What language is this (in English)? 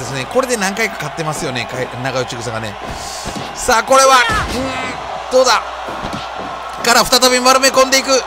Japanese